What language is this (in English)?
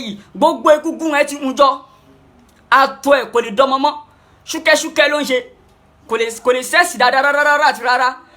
Yoruba